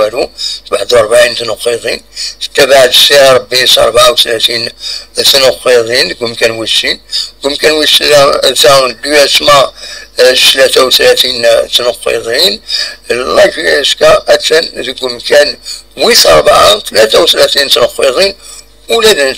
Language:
Kabyle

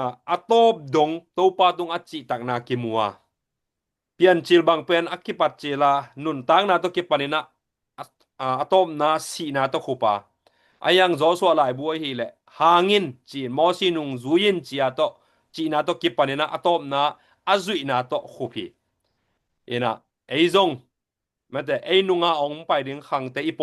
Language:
Tedim Chin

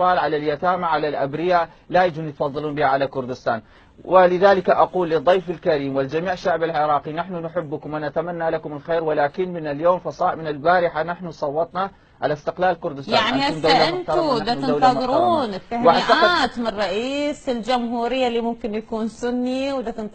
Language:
Mesopotamian Arabic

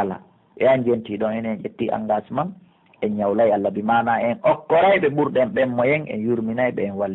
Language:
Pular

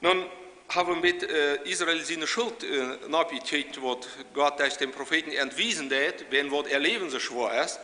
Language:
Plautdietsch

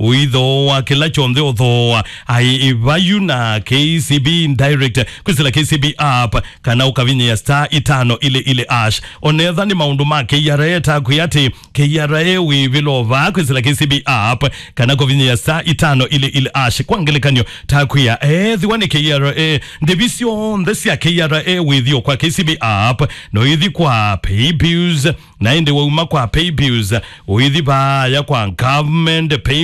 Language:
Kamba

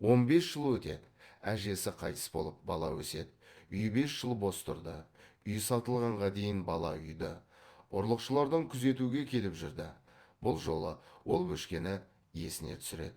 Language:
Kazakh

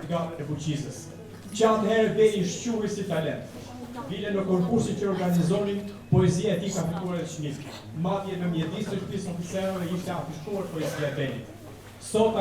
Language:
Albanian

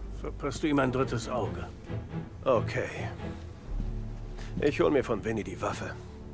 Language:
German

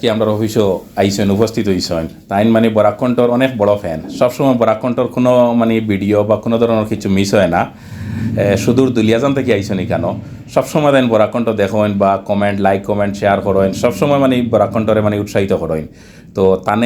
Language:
Sylheti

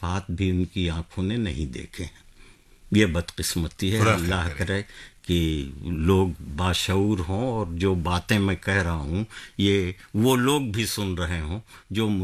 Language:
Urdu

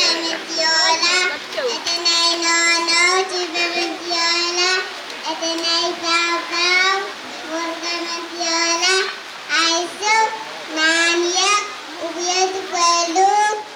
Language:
Pohnpeian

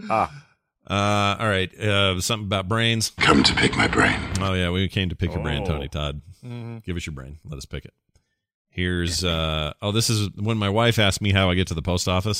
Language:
English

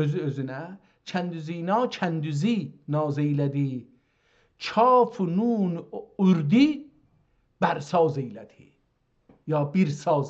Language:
South Azerbaijani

